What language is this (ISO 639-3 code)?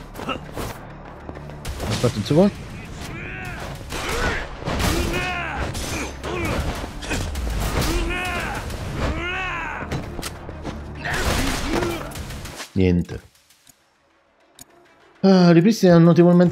ita